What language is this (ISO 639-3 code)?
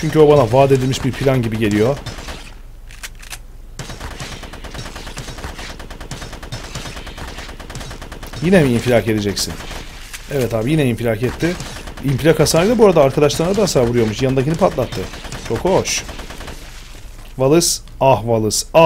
tur